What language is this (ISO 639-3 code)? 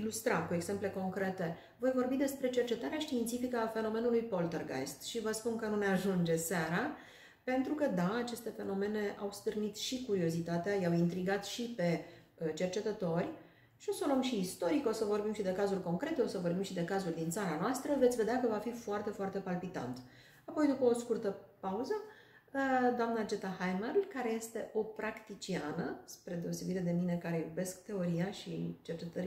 ron